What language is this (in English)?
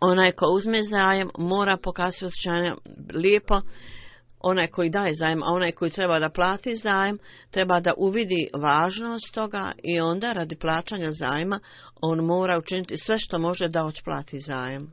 Bosnian